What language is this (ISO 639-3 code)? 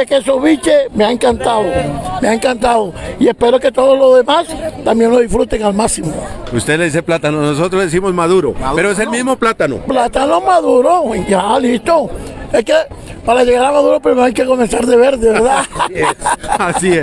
spa